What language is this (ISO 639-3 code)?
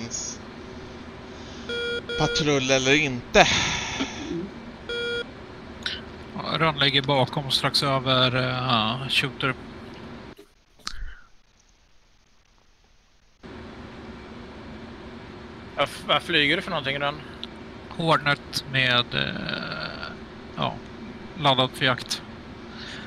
swe